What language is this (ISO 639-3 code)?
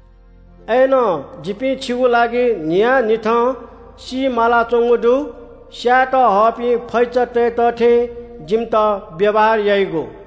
new